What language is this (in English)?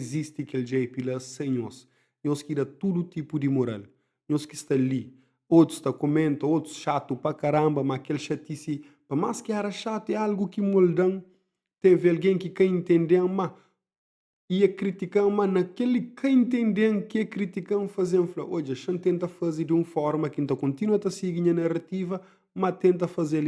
Kabuverdianu